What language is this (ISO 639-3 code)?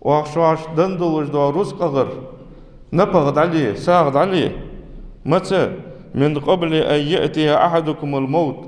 inh